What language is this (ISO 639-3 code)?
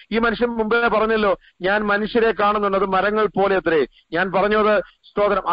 mal